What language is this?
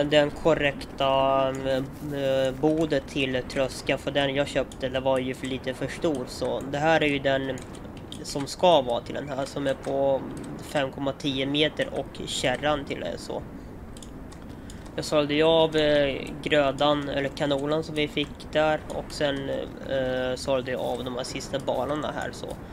Swedish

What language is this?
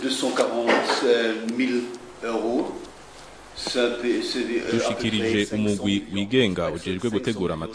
Rundi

